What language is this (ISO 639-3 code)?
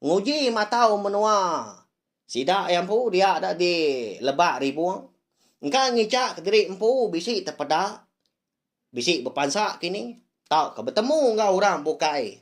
iba